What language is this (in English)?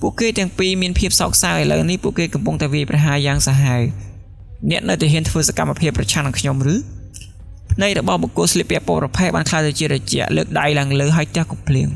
Khmer